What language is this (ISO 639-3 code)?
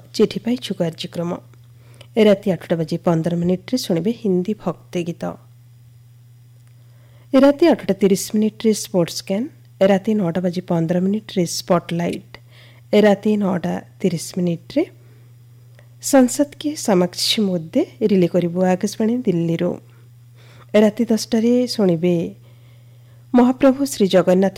ori